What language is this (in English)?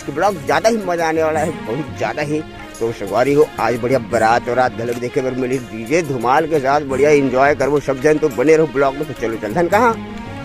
Chhattisgarhi